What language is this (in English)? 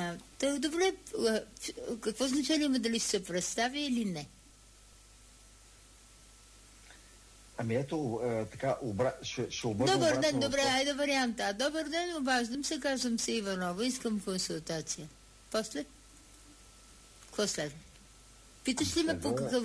Bulgarian